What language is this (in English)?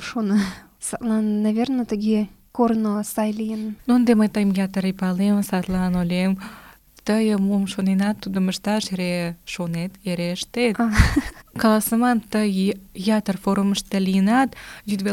Mari